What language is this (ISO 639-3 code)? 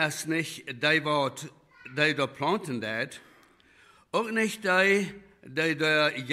pdt